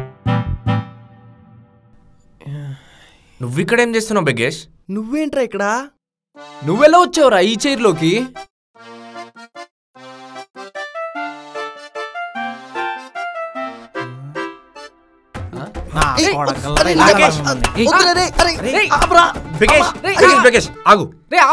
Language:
Telugu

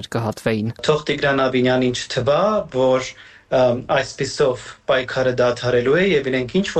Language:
Armenian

